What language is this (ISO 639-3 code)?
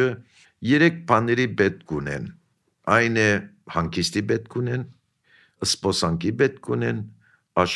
hye